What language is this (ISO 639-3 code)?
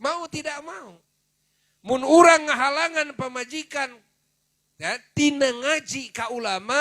sun